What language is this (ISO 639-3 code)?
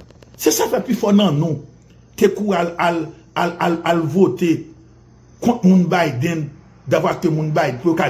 hat